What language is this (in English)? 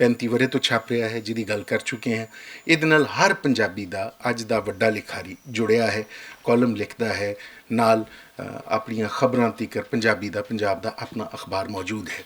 Western Panjabi